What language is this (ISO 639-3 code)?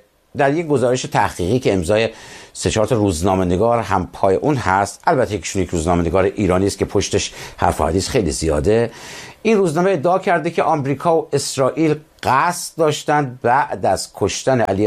fas